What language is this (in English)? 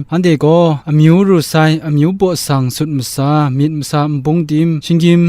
Kachin